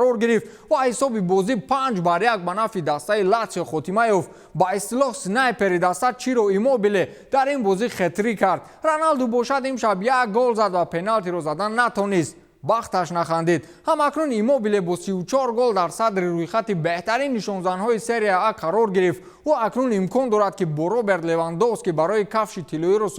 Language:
Tajik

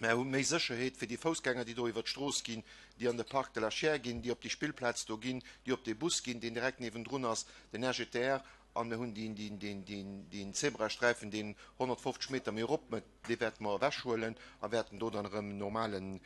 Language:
Luxembourgish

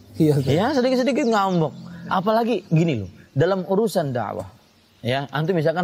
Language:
Indonesian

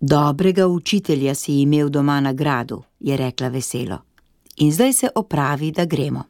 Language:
Slovenian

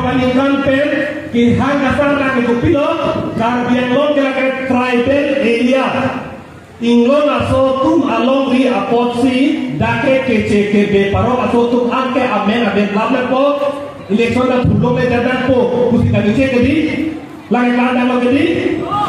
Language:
Karbi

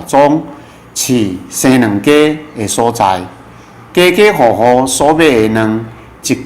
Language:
Min Nan Chinese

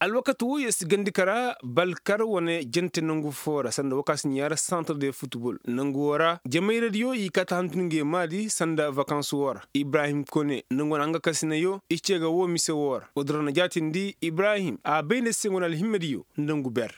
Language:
Koyraboro Senni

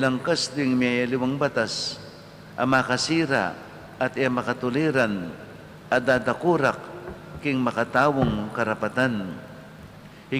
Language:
Pampanga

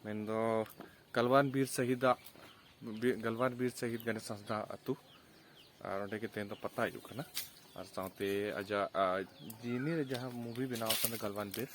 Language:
Santali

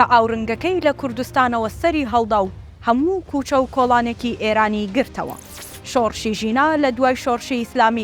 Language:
Central Kurdish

